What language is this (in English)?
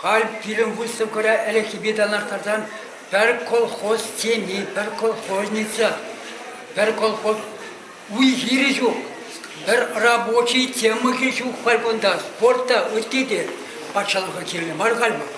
Chuvash